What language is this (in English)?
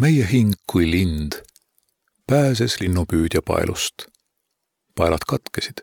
Estonian